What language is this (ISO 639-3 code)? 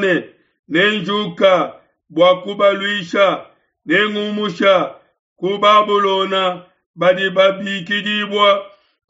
lua